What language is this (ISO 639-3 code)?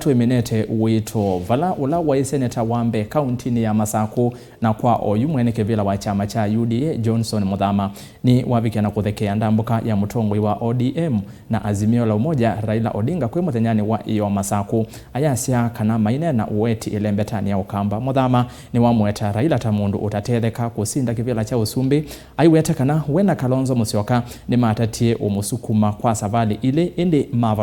kam